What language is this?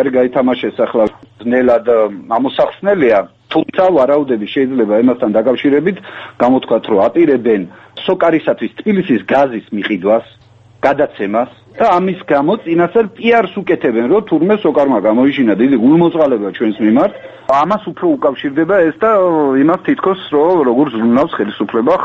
Georgian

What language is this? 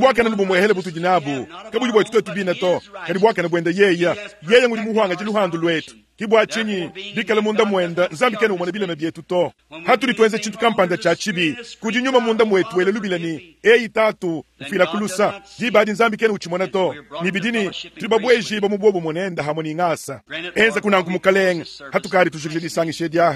Luba-Lulua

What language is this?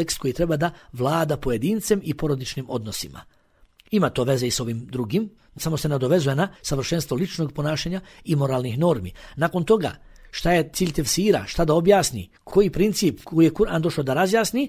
Bosnian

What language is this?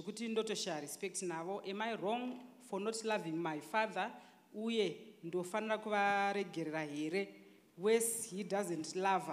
Shona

